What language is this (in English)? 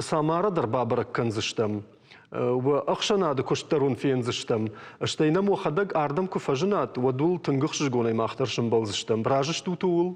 Ossetic